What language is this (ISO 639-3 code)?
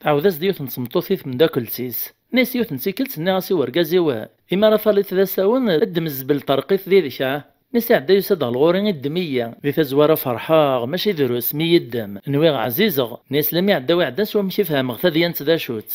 kab